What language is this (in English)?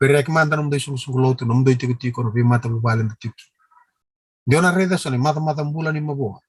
Fijian